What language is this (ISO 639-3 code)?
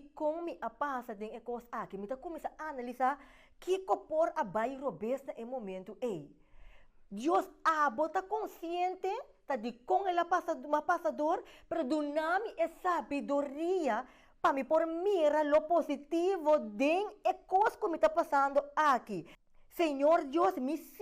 pap